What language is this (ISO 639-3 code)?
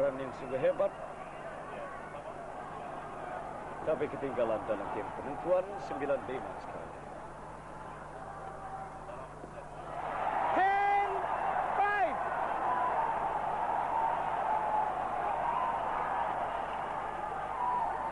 msa